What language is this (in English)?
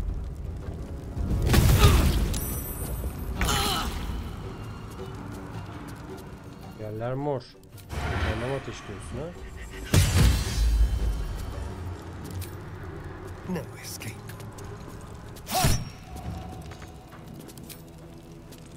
Turkish